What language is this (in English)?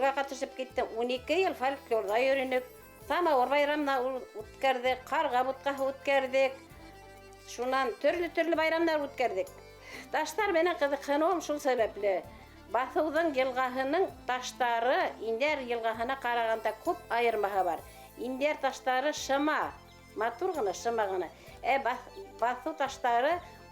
Bashkir